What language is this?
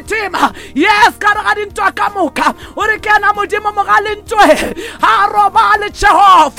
Northern Sotho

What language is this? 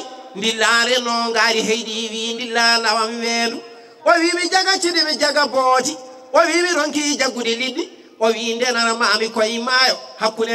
Fula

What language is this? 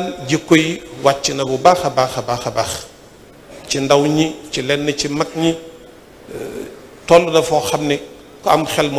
Wolof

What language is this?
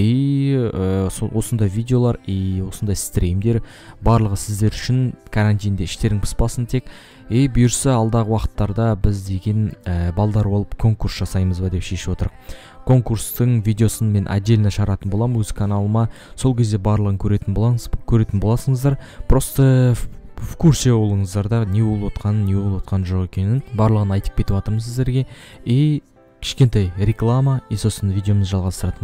Kazakh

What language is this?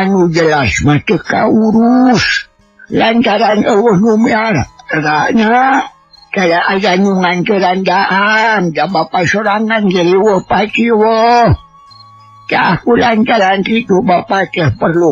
Sundanese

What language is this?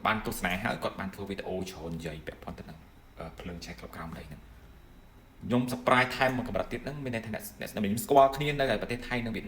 Khmer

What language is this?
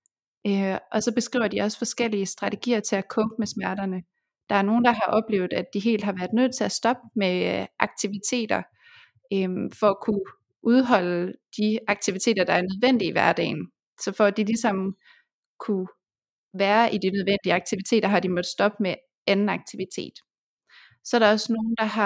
Danish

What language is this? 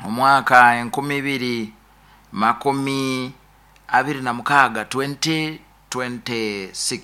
Nyoro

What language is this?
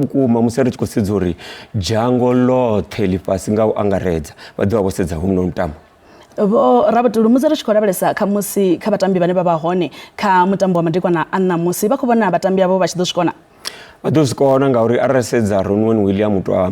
Venda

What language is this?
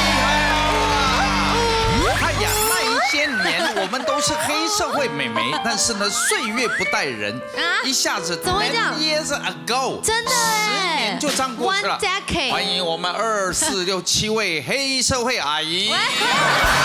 Chinese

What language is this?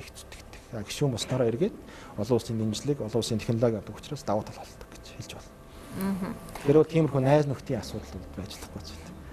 Mongolian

